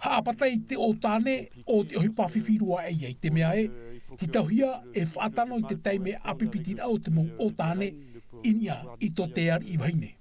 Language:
Tahitian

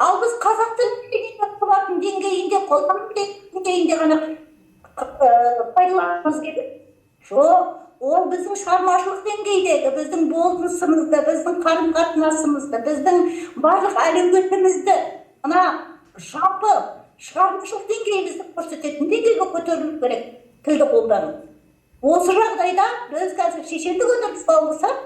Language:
Kazakh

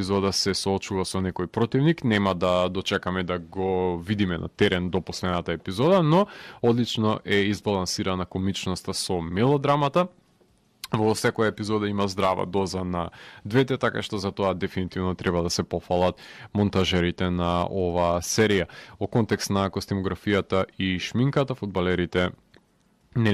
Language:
Macedonian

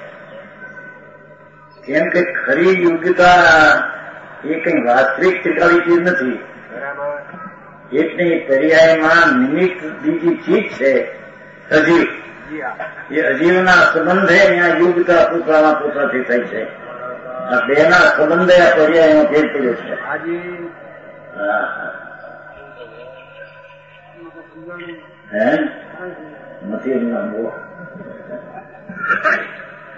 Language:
Gujarati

